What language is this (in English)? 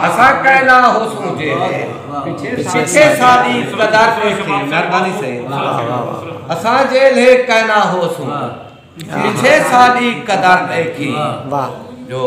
Saraiki